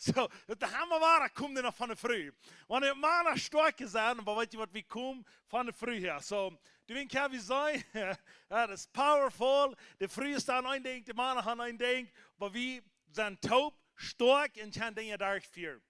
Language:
Plautdietsch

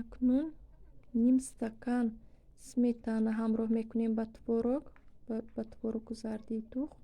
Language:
Tajik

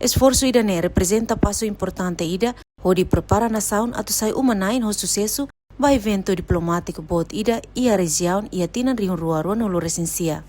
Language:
Tetum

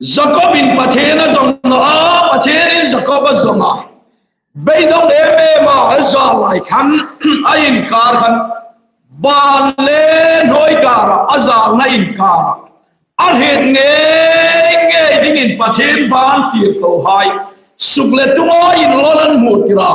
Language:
Hmar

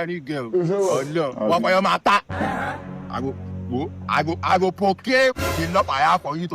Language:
Nigerian Pidgin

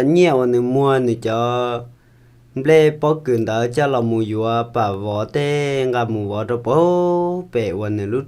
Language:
Hmong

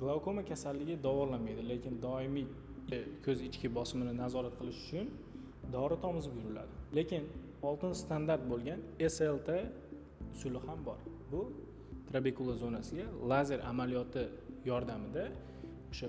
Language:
Uzbek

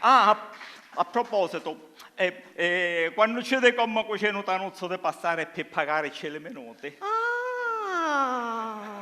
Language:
Sicilian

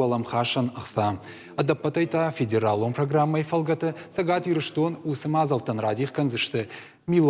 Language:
Ossetic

